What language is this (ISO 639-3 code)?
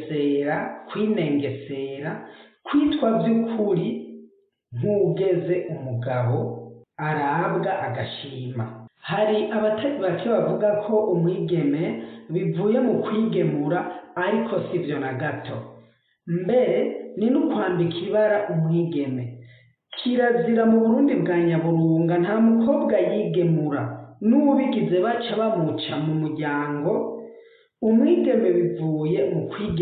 run